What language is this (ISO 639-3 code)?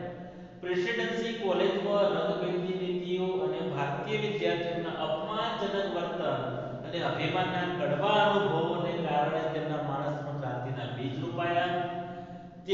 guj